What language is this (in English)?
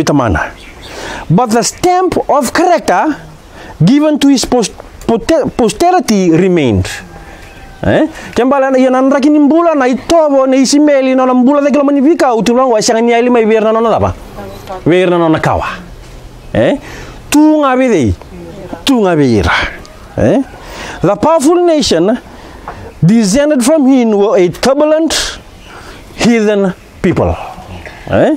Fijian